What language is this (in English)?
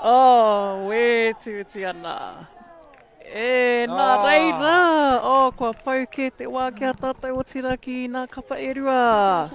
Māori